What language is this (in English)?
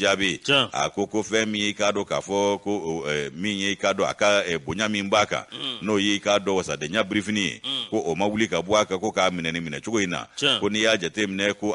Bambara